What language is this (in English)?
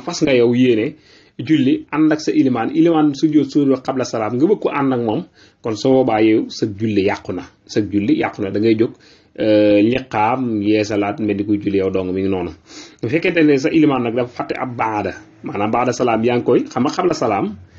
Wolof